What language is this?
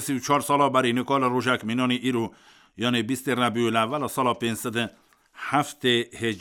Kurdish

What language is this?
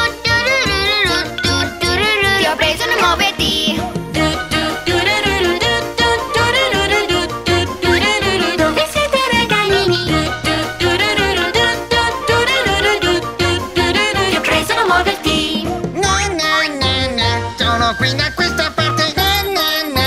Italian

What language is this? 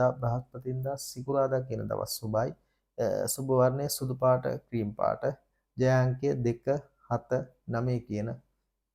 Sinhala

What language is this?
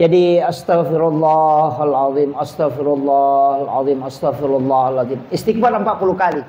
Buginese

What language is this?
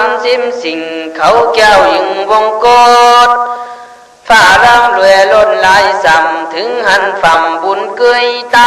Khün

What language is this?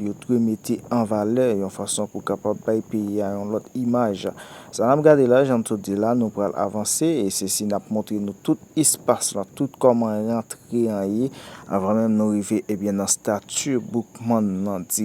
Haitian Creole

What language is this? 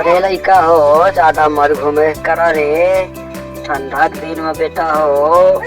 Chhattisgarhi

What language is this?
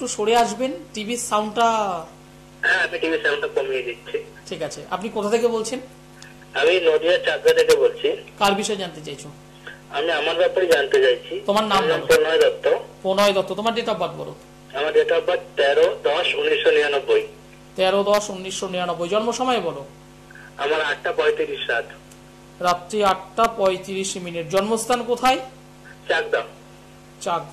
Bangla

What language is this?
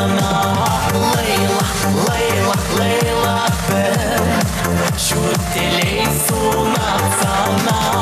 Chuvash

